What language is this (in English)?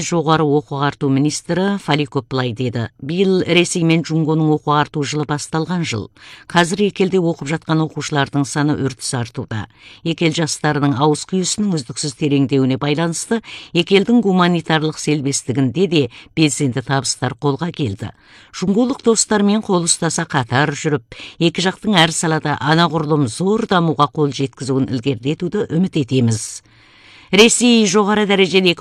Kazakh